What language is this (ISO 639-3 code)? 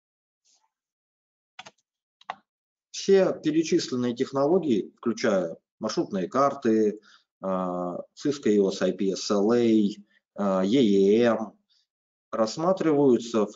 rus